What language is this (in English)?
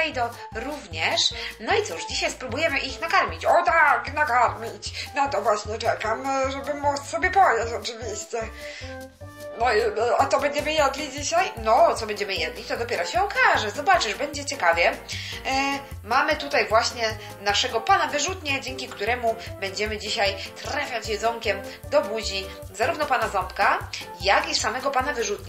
Polish